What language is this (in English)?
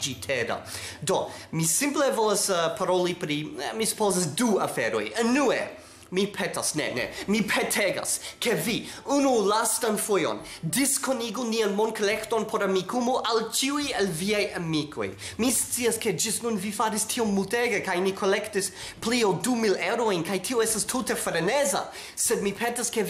Esperanto